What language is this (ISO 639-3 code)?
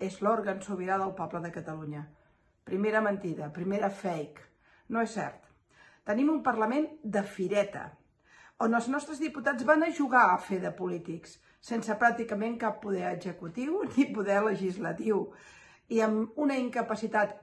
cat